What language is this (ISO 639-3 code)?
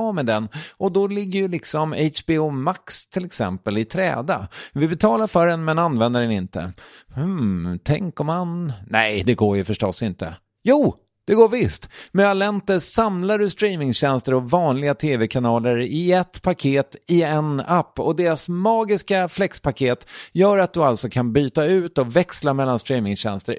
swe